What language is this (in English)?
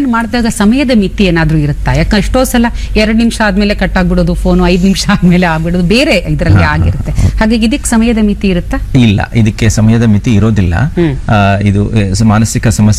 Kannada